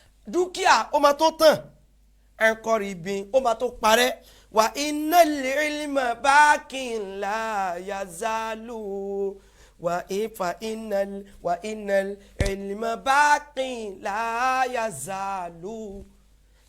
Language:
Yoruba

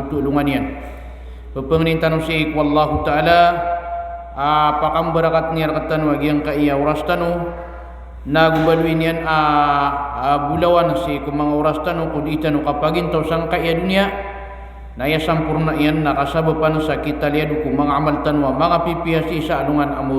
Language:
Maranao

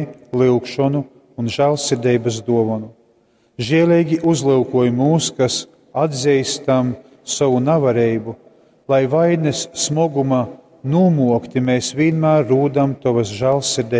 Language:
Latgalian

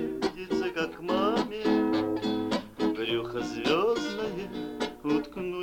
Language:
Russian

